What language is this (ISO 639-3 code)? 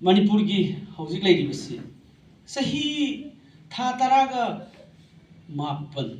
mni